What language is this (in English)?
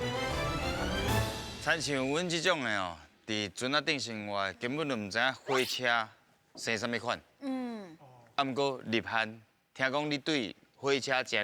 Min Nan Chinese